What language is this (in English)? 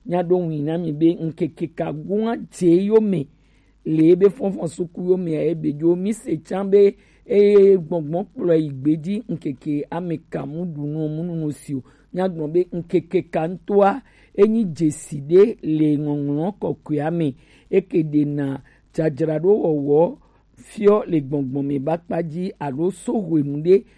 Gen